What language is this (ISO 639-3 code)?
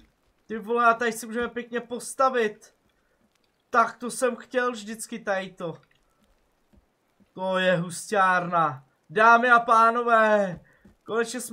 ces